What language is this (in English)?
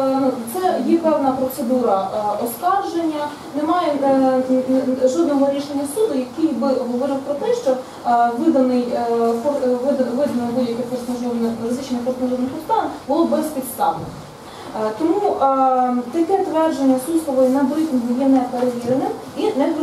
Ukrainian